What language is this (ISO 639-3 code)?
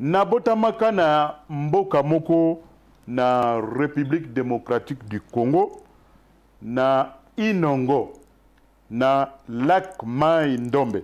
lin